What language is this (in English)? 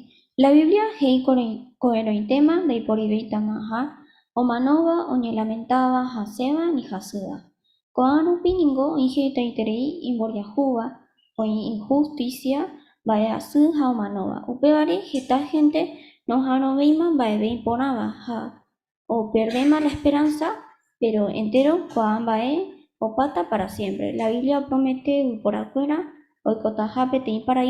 Guarani